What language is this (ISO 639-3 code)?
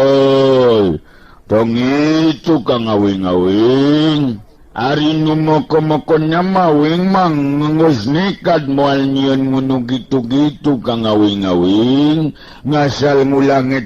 sun